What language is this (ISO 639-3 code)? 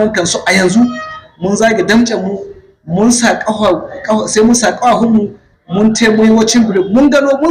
hau